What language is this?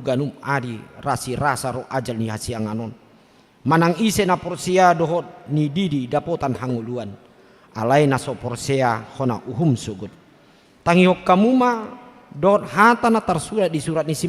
Batak Toba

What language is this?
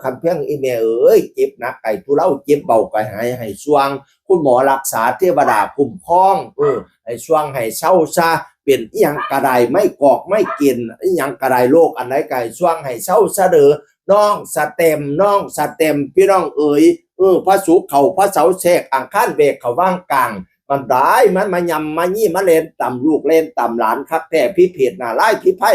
Northeastern Thai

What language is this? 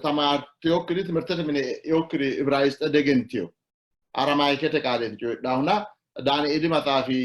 Sidamo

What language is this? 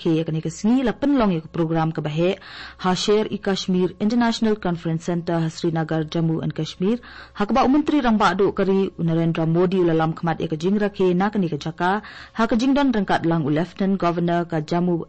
Khasi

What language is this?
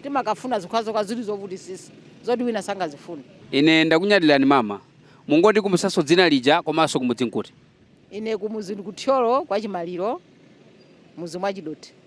Nyanja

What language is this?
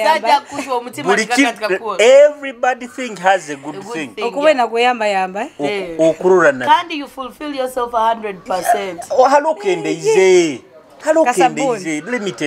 Nyoro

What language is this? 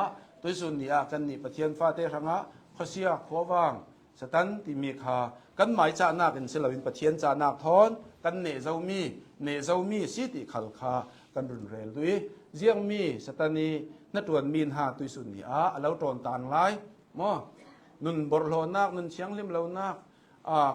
Hakha Chin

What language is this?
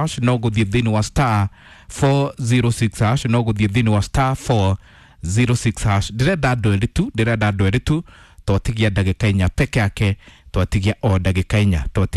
Kikuyu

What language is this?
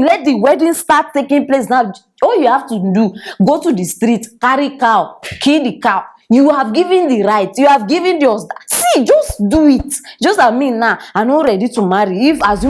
Nigerian Pidgin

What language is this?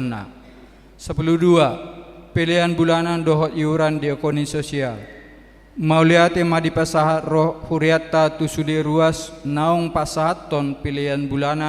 Batak Toba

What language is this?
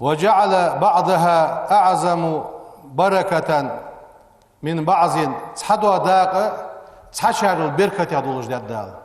Ingush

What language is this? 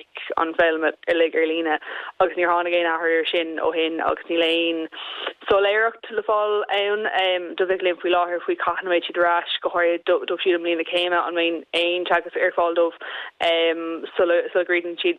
Irish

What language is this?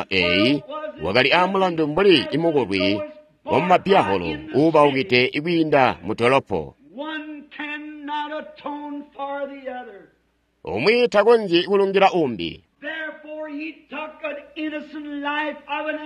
Tonga (Zambia)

